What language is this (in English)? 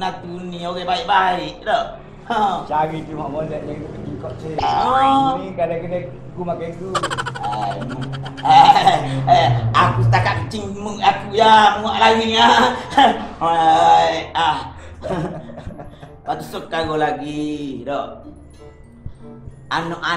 Malay